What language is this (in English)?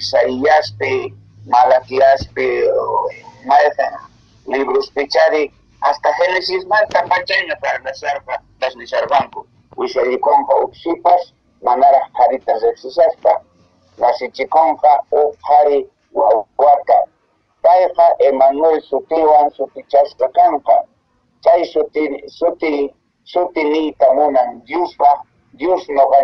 Quechua